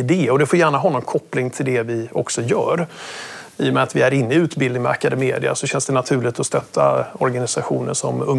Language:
Swedish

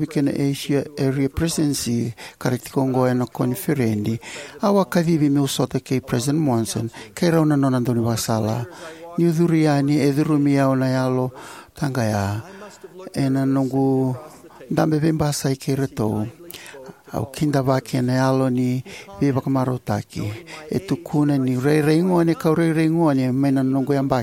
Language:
Fijian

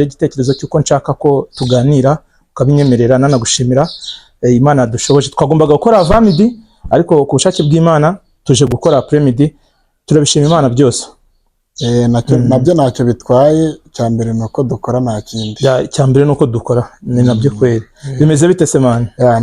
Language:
Kinyarwanda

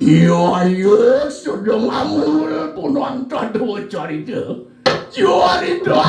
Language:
Balinese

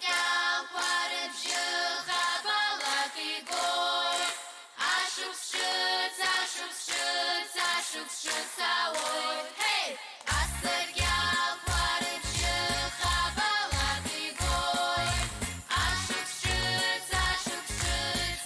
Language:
Abkhazian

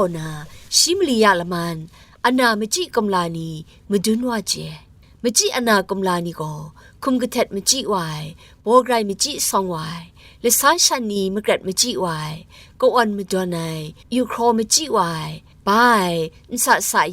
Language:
Kachin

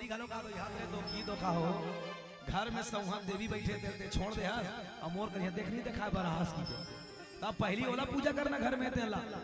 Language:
Chhattisgarhi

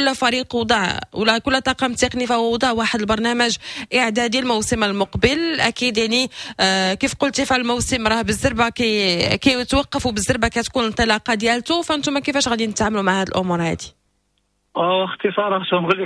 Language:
Moroccan Arabic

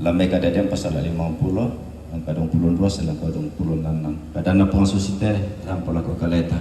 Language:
Toraja-Sa'dan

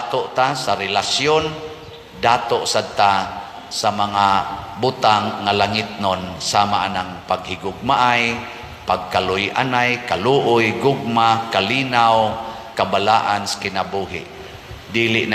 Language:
Cebuano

